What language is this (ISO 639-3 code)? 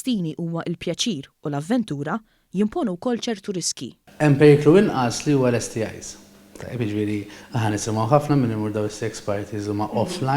mlt